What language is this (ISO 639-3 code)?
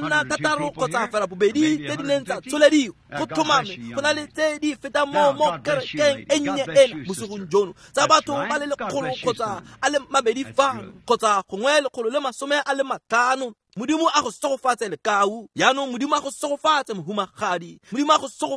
tsn